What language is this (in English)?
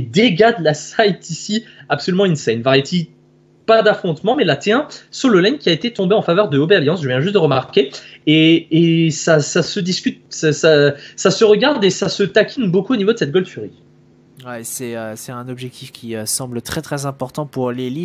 French